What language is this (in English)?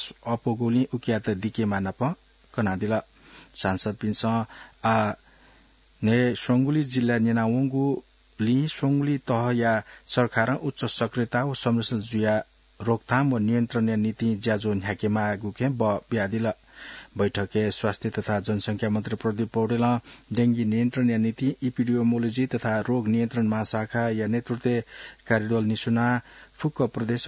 Newari